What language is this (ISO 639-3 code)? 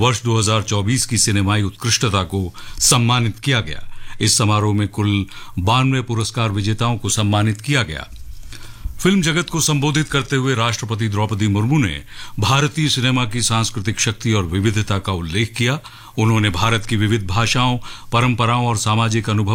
hin